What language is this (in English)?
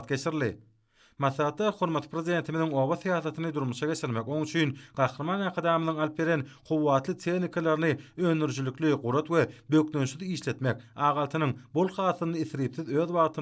Turkmen